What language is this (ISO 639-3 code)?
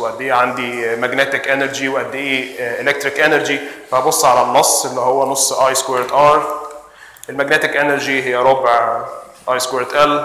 arz